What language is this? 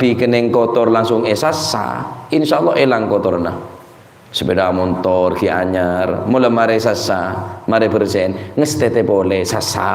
Madurese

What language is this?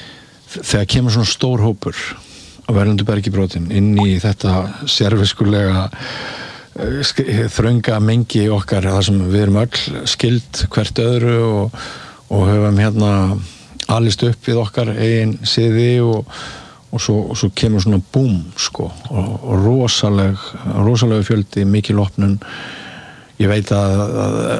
Icelandic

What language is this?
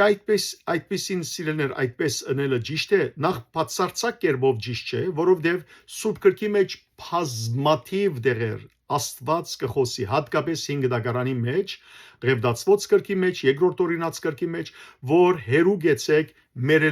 Western Armenian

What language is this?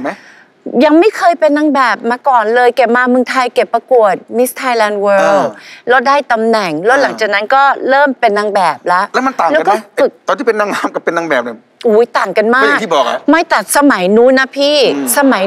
Thai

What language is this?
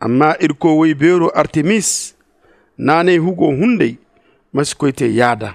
Zarma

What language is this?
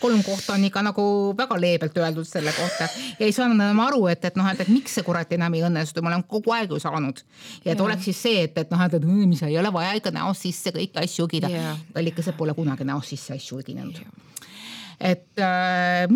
Estonian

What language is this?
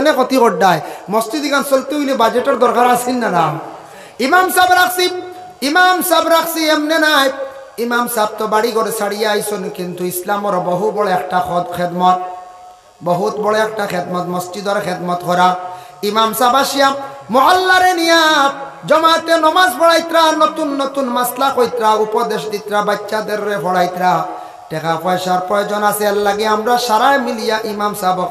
Sylheti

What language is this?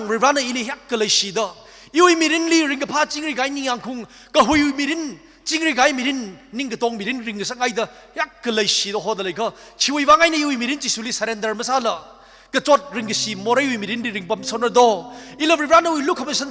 Tangkhul Naga (India)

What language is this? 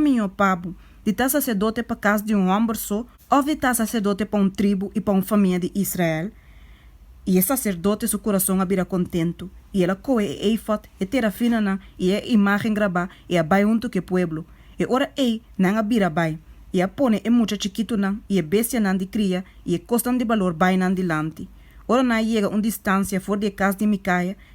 Papiamento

